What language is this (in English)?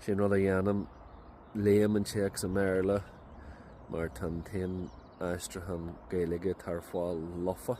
Irish